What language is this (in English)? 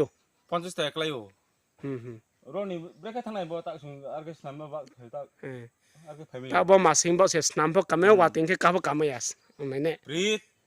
Riang (India)